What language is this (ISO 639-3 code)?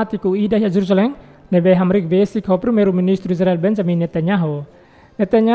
tet